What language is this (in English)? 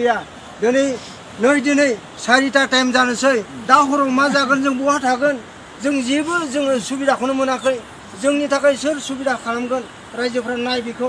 Bodo